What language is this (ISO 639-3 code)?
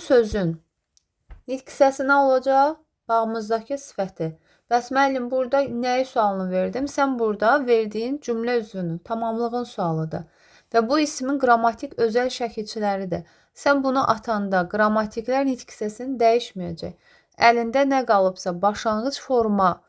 aze